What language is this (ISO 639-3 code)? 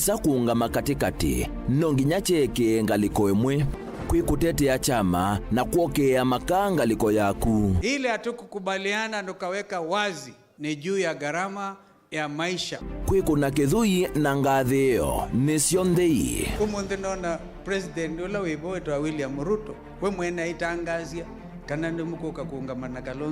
kam